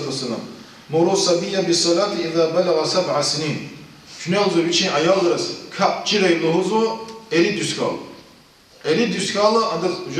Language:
Lezghian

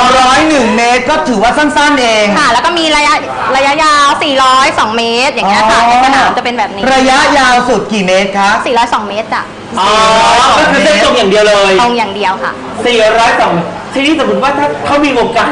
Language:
Thai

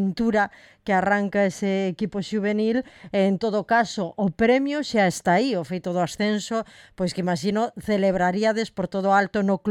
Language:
Galician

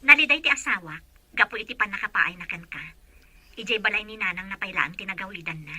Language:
Iloko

